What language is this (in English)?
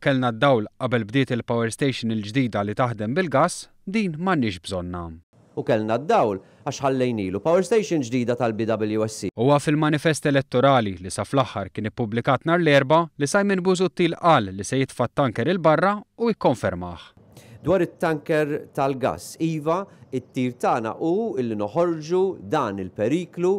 Maltese